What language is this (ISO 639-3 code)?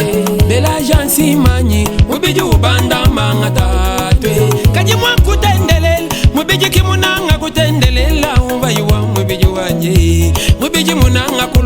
lua